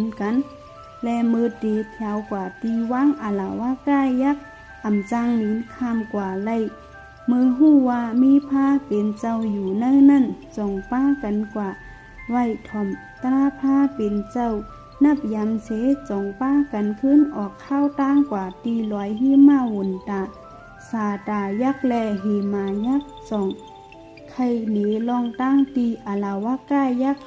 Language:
Shan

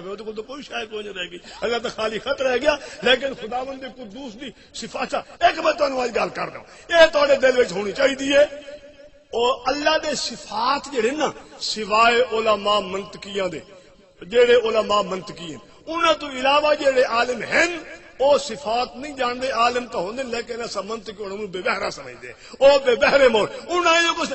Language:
Saraiki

